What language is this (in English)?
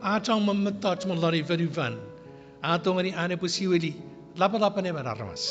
Chuukese